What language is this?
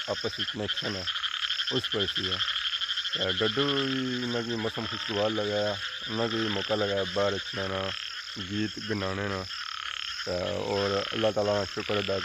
Pahari-Potwari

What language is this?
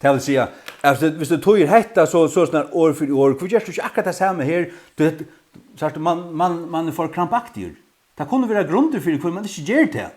Faroese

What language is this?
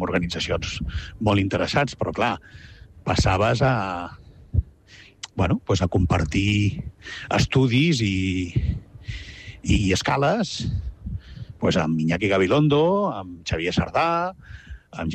Catalan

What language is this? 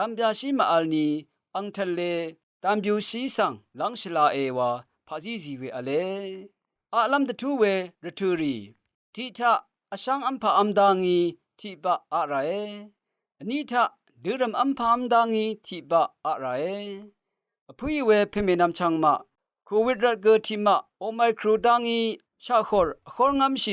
Rawang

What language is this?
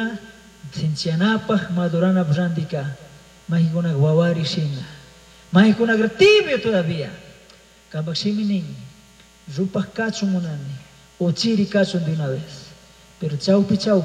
Chimborazo Highland Quichua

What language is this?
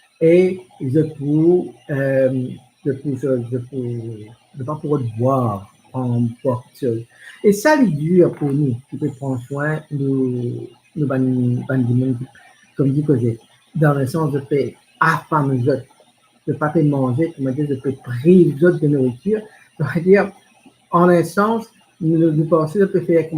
Morisyen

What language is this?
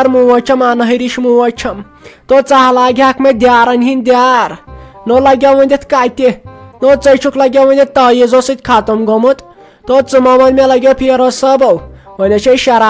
Kashmiri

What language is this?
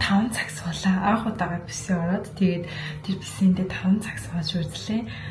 Mongolian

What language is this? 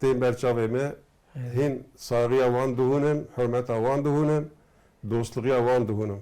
Kurdish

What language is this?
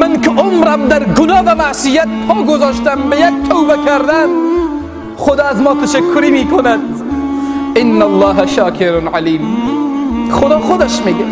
Persian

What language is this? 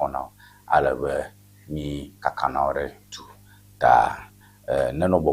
Ewe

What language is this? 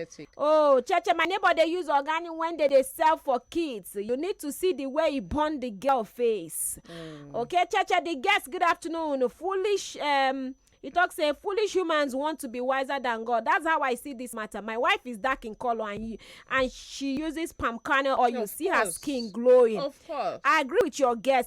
Nigerian Pidgin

